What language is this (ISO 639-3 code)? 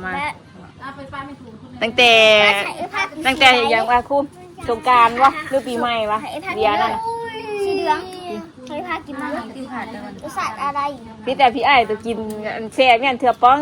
tts